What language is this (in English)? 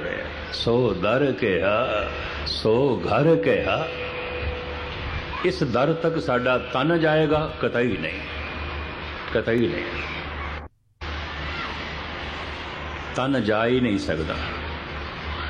Punjabi